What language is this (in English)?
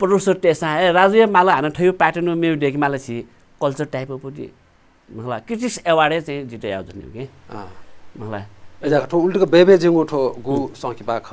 Newari